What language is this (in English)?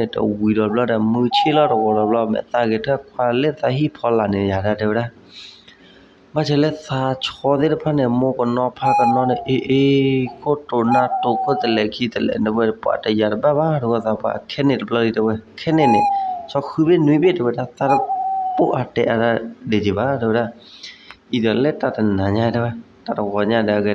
S'gaw Karen